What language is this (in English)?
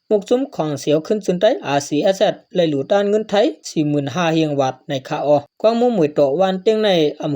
Shan